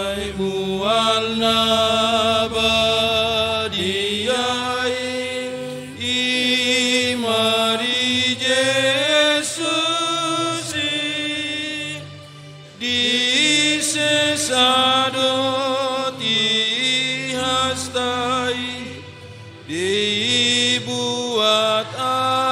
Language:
Batak Toba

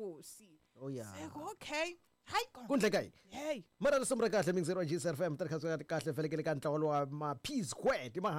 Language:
Tsonga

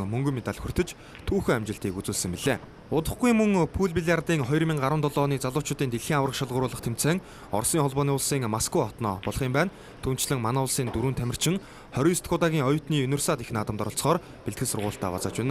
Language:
Mongolian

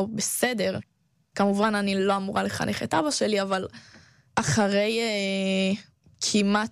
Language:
Hebrew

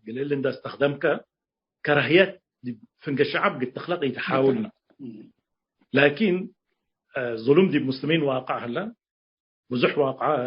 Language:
Tigre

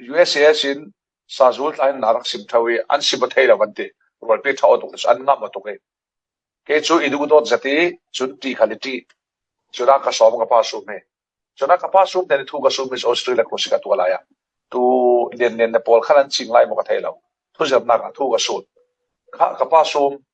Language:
Falam Chin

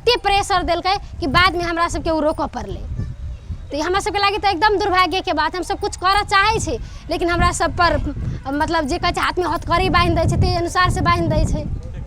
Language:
Maithili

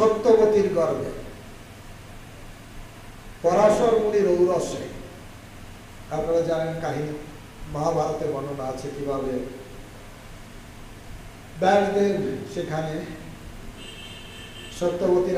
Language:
Bangla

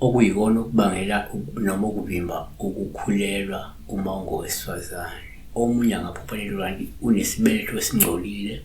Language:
Zulu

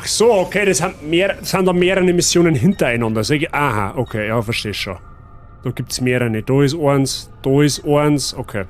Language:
Bavarian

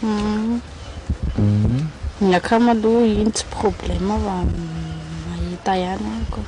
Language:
Malagasy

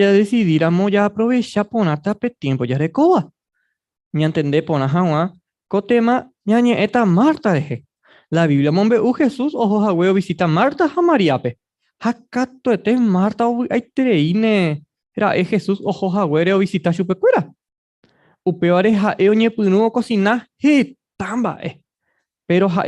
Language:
Guarani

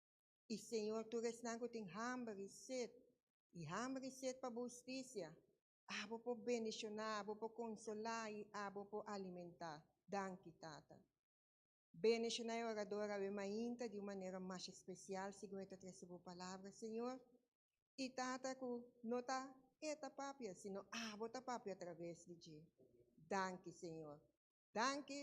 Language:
Papiamento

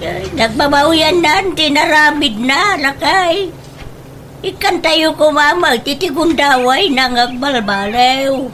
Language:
Iloko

